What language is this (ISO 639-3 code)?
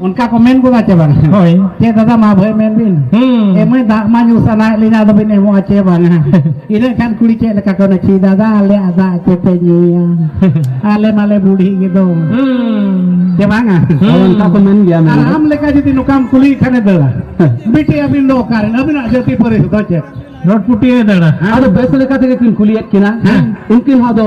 sat